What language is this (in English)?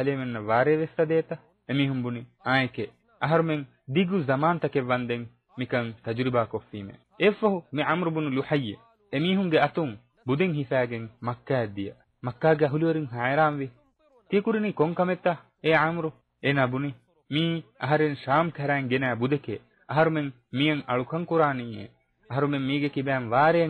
Divehi